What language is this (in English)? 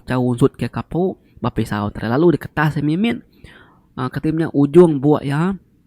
Iban